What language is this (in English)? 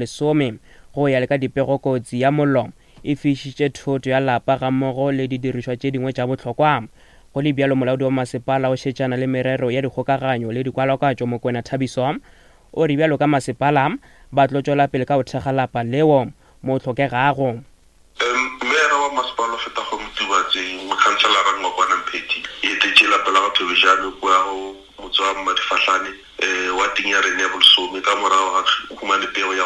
Northern Sotho